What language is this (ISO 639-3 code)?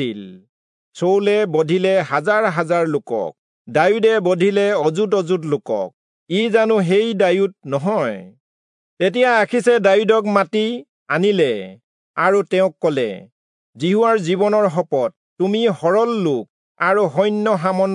asm